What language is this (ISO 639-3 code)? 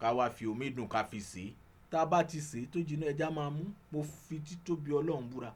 yor